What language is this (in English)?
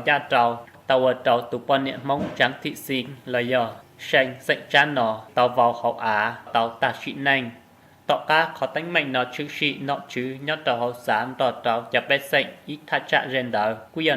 Hmong